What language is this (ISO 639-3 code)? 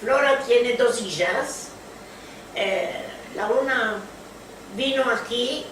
lad